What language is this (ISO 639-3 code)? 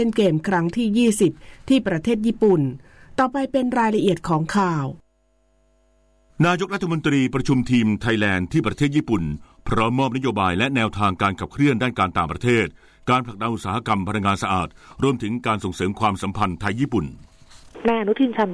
tha